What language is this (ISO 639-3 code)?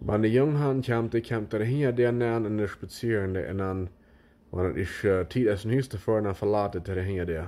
pdt